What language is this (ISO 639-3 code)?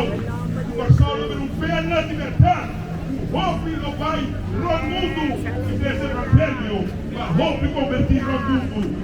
pap